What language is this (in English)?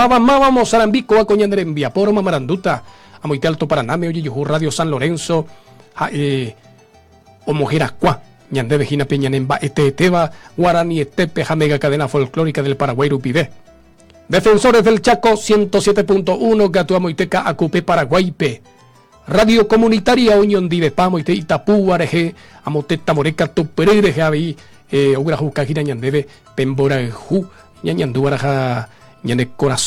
Guarani